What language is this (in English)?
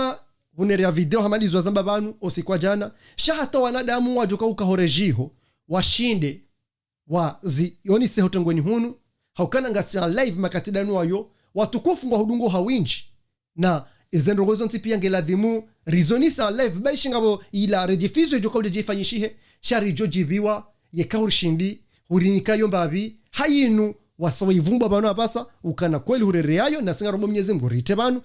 Ngazidja Comorian